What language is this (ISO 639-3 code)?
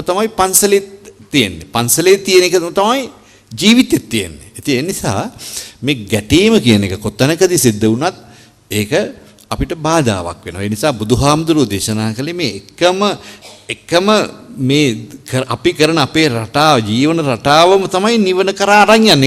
sin